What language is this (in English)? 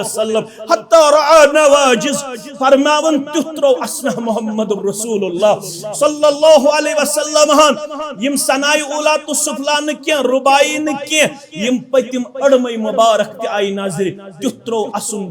Kashmiri